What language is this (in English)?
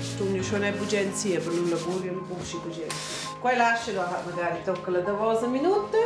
Romansh